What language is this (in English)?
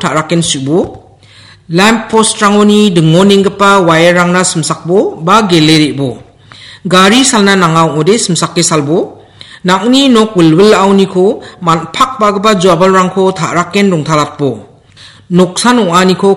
Garo